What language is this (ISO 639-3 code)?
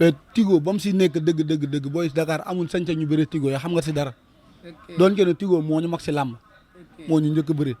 wol